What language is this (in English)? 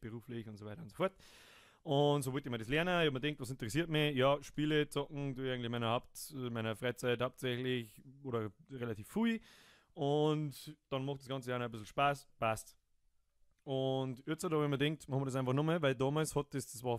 Bavarian